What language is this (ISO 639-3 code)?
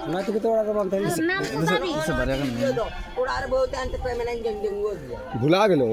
sat